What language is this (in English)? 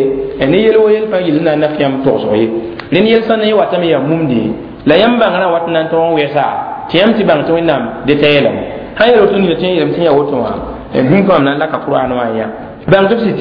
Mossi